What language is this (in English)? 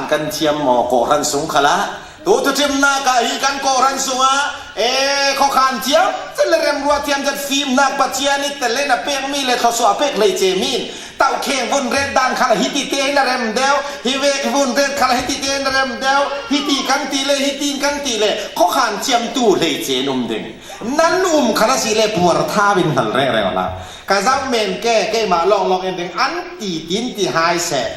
Falam Chin